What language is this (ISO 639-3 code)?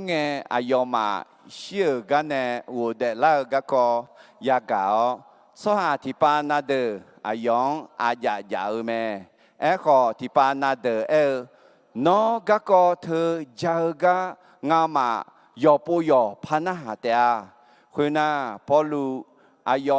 ahk